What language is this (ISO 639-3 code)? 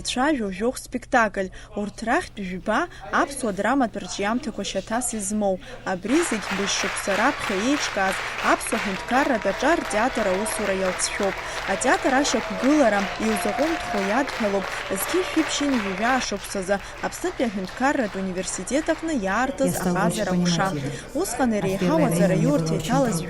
abk